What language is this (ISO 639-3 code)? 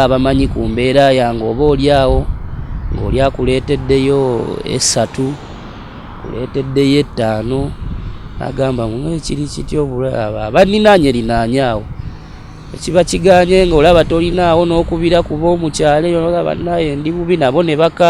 lug